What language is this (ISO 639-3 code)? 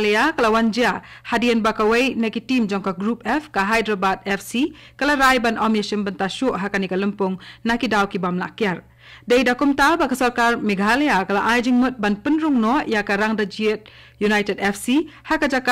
kha